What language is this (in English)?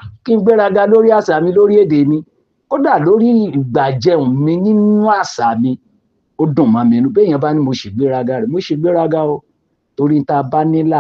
Yoruba